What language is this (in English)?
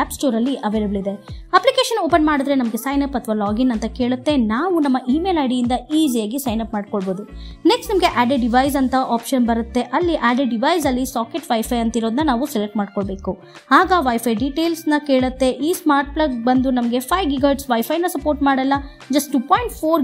Kannada